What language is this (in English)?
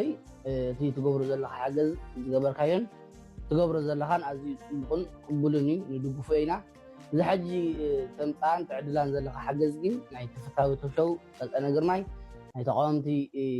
Tigrinya